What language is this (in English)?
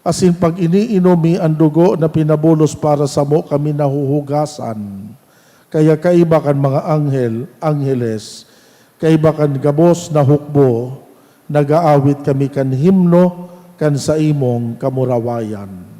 Bikol